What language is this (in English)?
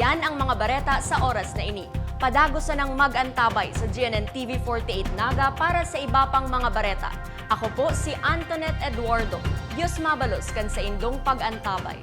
Bikol